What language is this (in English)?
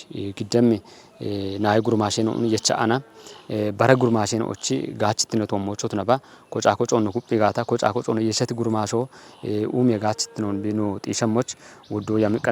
Kafa